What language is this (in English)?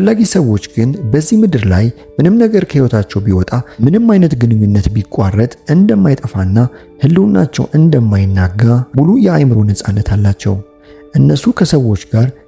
Amharic